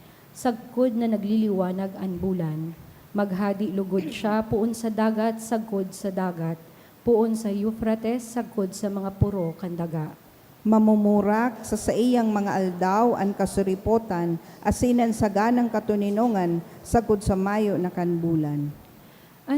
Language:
Bikol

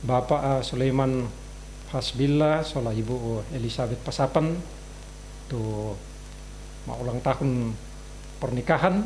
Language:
Toraja-Sa'dan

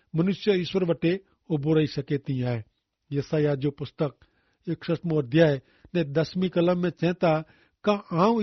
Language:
Kachhi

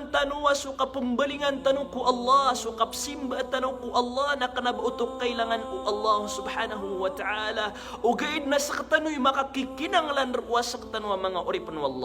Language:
Maranao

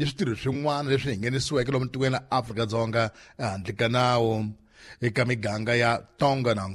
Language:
Tsonga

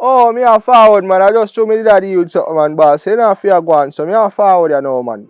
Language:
Jamaican Creole English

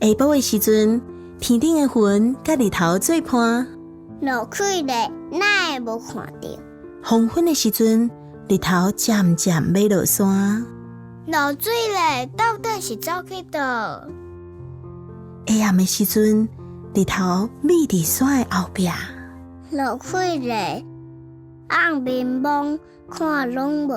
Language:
Min Nan Chinese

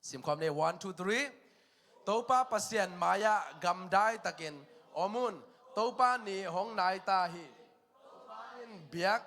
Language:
Tedim Chin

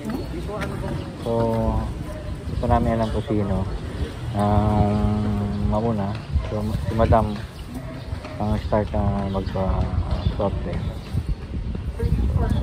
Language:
Filipino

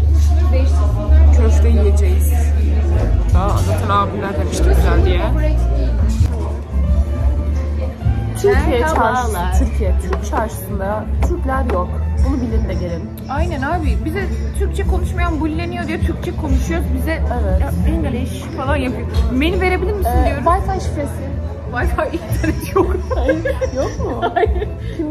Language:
Turkish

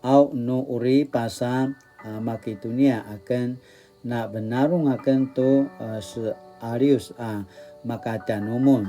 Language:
Paiwan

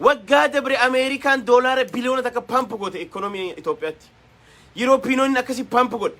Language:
Oromo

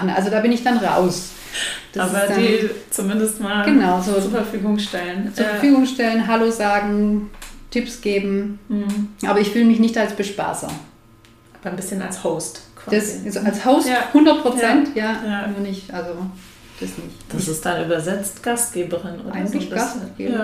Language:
German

